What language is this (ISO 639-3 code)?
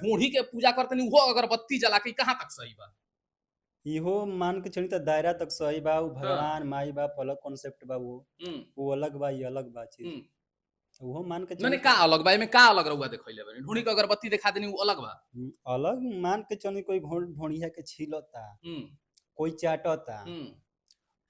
bho